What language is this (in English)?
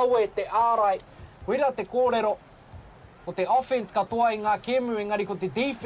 Māori